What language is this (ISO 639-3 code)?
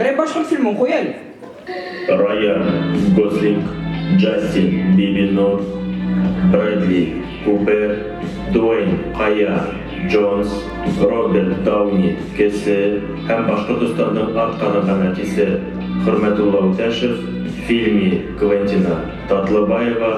bak